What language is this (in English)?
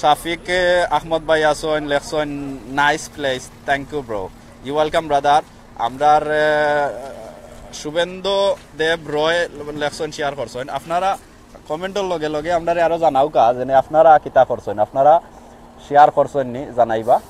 Sylheti